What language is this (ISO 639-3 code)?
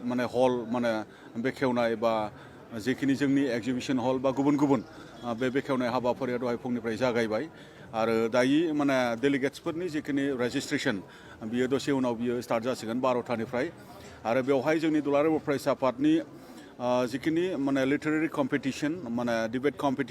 brx